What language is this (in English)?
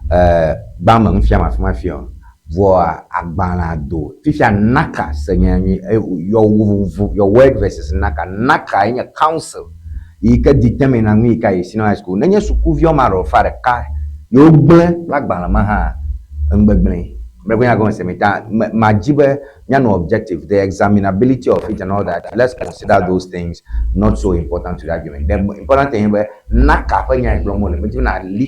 Ewe